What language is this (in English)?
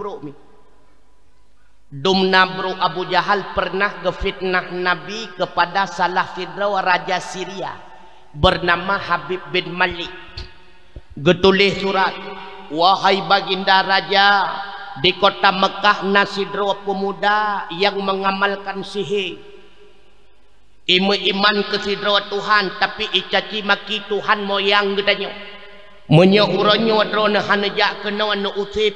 Achinese